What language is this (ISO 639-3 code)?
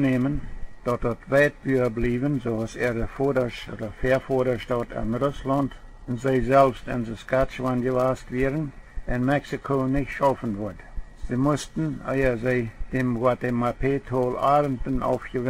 pdt